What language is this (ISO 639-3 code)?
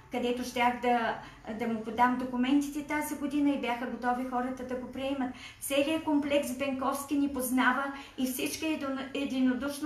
bul